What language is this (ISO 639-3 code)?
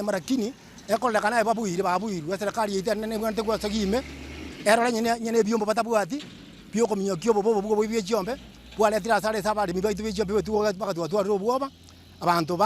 guz